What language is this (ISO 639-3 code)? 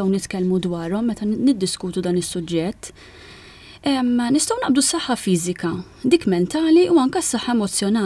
mlt